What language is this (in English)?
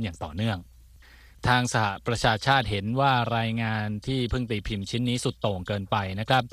Thai